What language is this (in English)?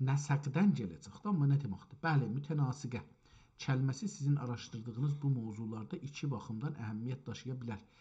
South Azerbaijani